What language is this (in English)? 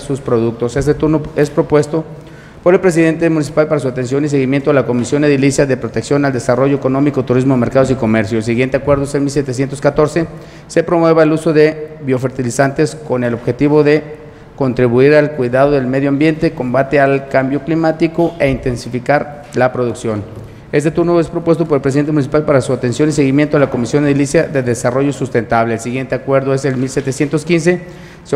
Spanish